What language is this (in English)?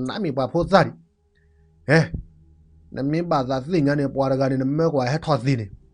S'gaw Karen